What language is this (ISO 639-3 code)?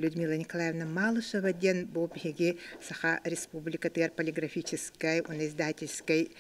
sah